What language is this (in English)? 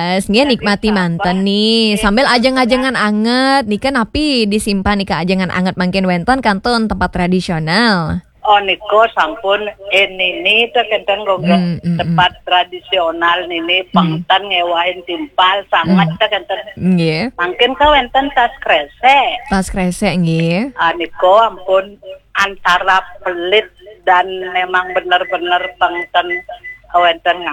Balinese